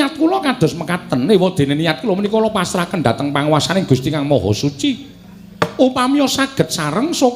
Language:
Javanese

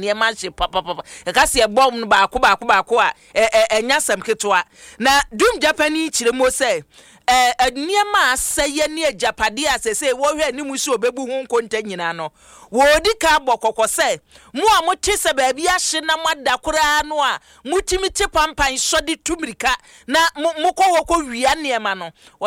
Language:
Akan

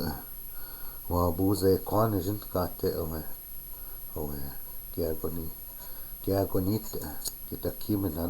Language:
Chippewa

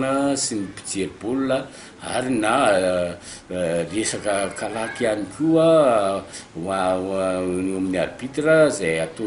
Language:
Malagasy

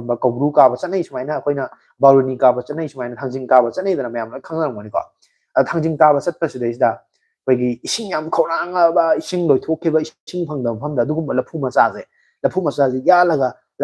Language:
Manipuri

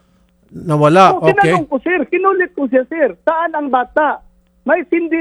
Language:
Filipino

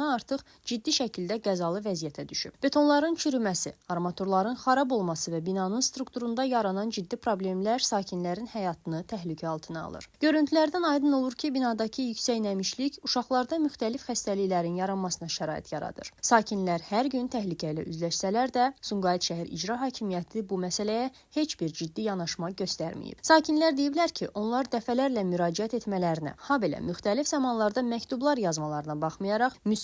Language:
Azerbaijani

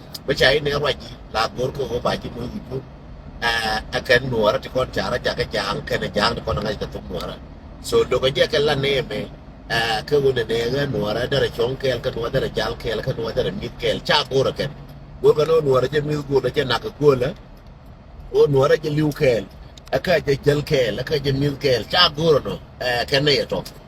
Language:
Nuer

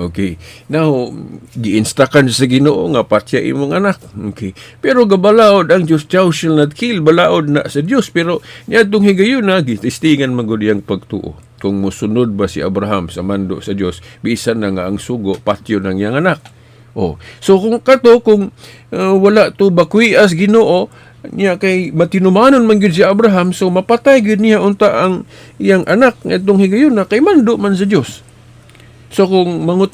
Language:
Cebuano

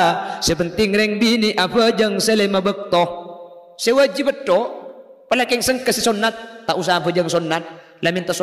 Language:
Madurese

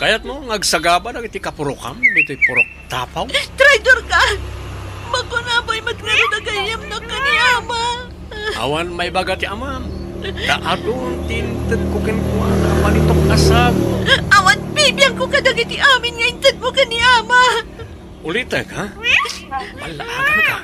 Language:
Iloko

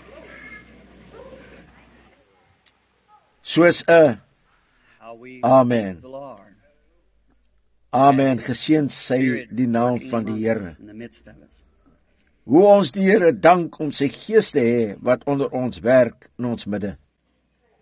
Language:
Afrikaans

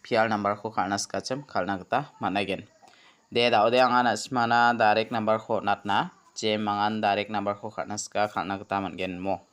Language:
Garo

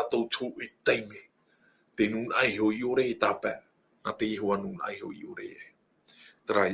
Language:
Tahitian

